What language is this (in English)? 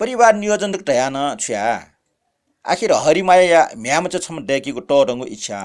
Newari